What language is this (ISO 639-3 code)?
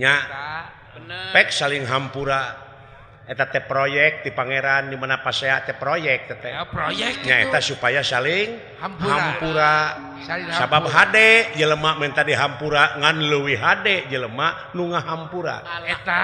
sun